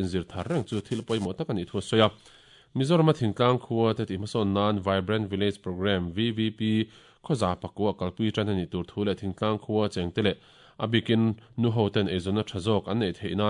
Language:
Mizo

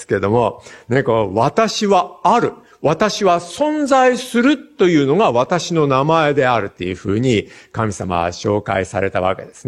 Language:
Japanese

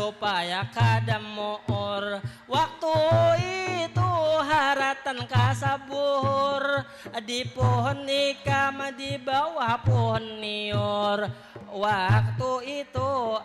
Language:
Banjar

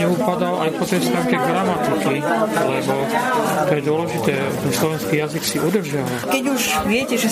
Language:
Slovak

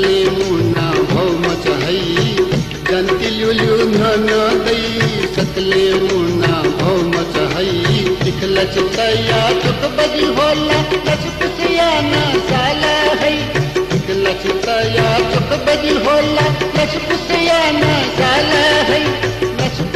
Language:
Newari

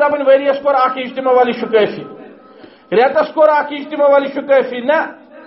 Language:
Kashmiri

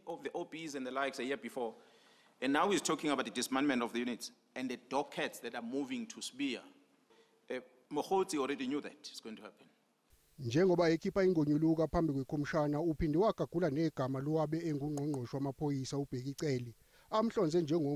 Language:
Zulu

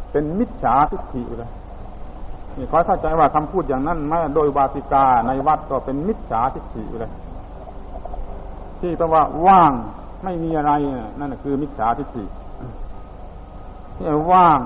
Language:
Thai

